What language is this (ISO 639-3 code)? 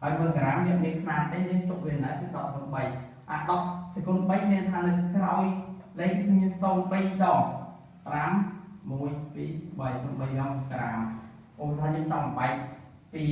khm